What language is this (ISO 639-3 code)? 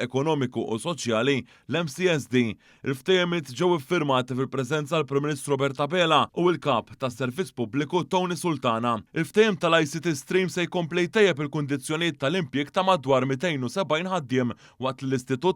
mlt